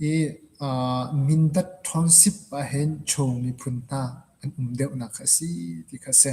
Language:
Hakha Chin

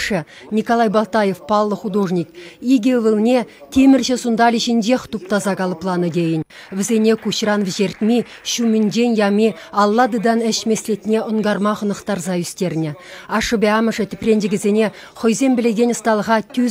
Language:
Chuvash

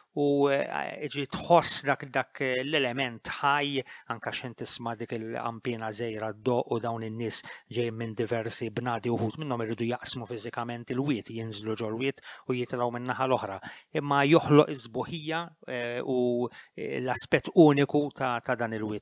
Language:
Maltese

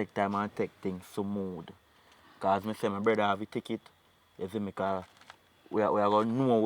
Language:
Jamaican Creole English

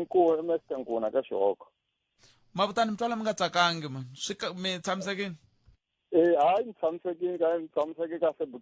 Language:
Tsonga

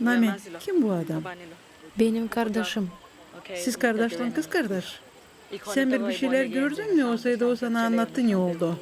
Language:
Gagauz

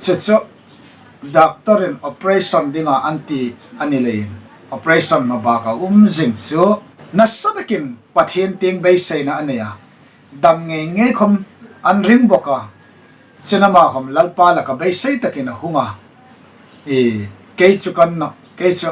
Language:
Hmar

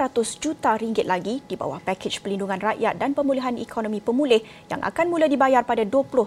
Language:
Malay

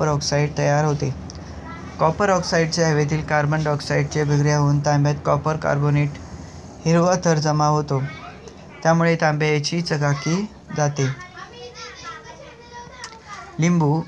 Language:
Marathi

